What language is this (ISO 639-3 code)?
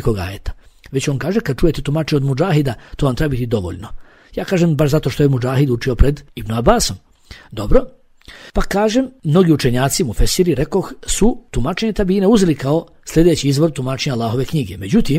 bos